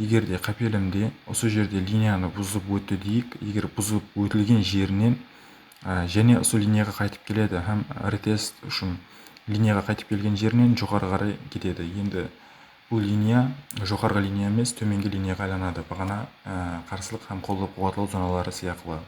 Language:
Kara-Kalpak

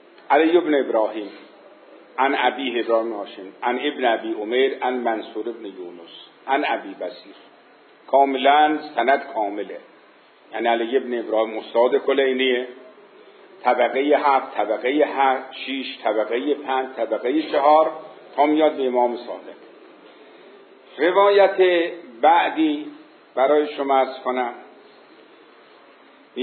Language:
Persian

